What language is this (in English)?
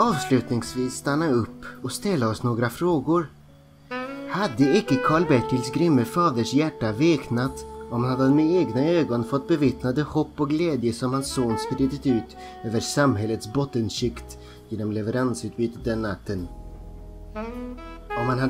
Swedish